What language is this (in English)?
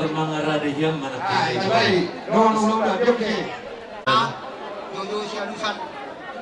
Batak Toba